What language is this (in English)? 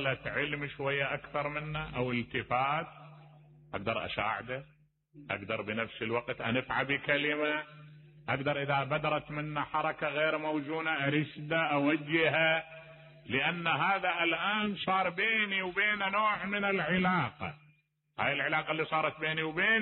Mesopotamian Arabic